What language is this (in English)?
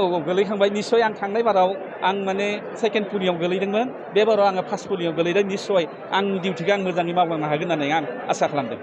Bodo